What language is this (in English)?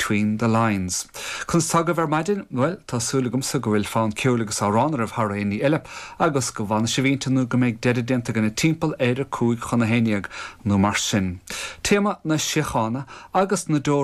Irish